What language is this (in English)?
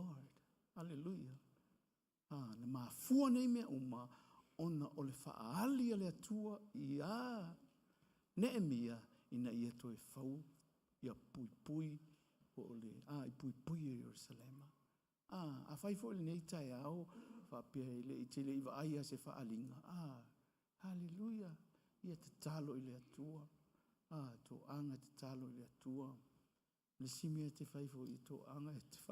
Samoan